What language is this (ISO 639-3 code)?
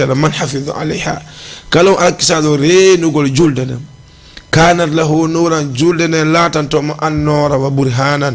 ful